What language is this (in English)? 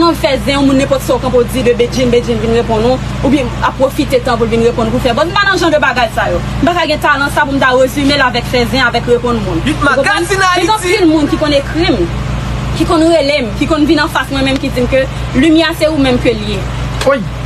Haitian Creole